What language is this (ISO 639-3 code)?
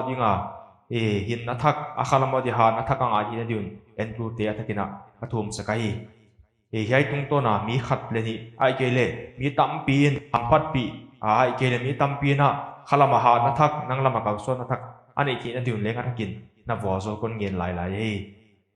pck